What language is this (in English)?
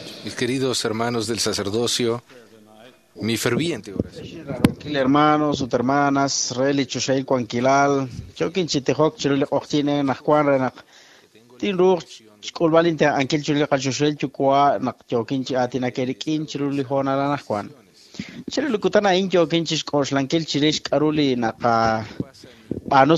Kekchí